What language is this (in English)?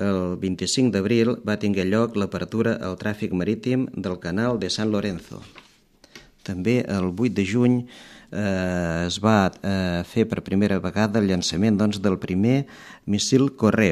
Catalan